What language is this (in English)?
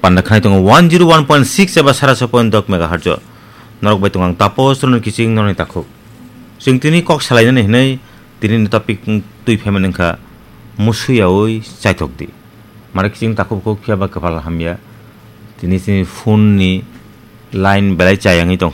Kok Borok